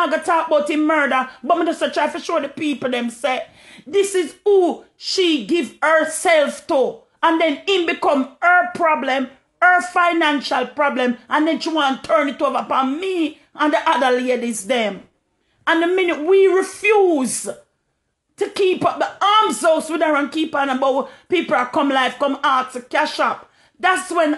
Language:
Jamaican Creole English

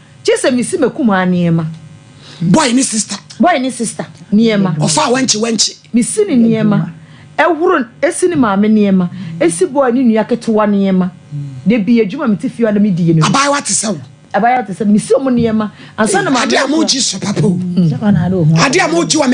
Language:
Akan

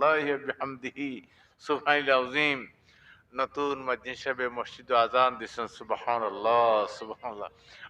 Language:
Sylheti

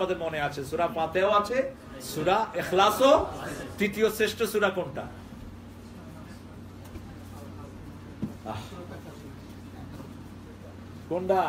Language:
Bangla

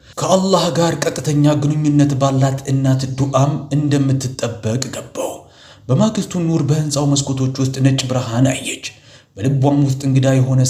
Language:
Amharic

